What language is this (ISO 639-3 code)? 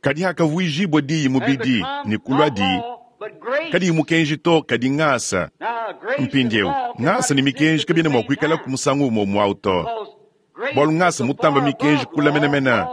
lua